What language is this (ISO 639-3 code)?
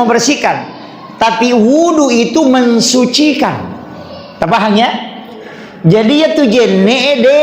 bug